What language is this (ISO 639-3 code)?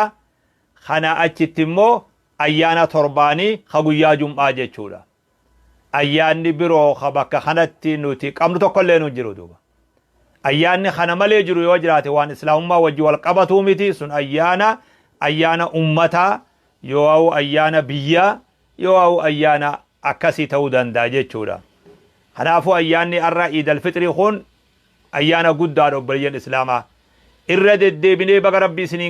orm